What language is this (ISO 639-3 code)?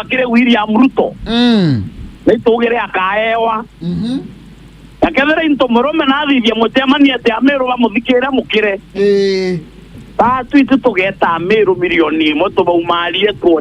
mer